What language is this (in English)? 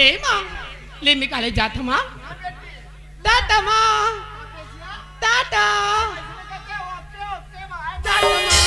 Chhattisgarhi